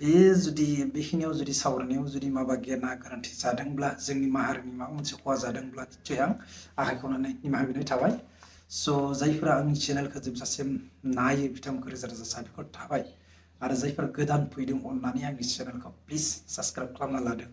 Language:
Bodo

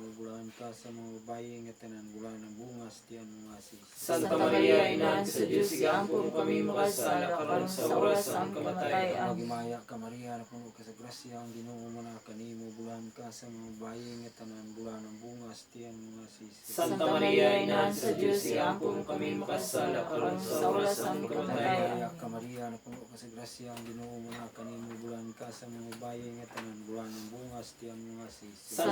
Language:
Cebuano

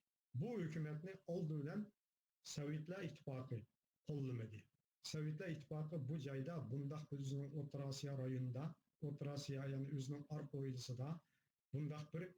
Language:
Uyghur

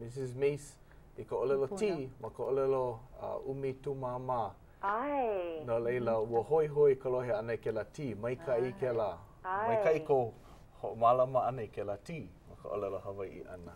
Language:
Hawaiian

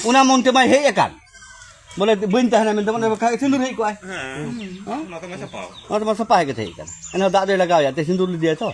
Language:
Santali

